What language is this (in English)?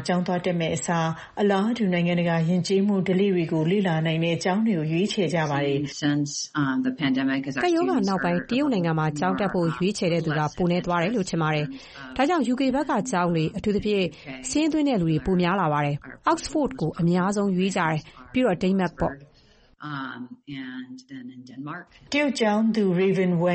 Burmese